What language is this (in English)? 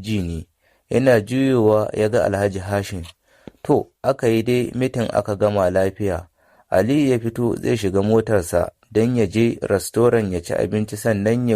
Hausa